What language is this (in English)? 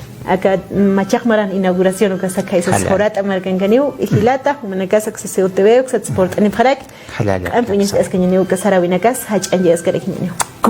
Aymara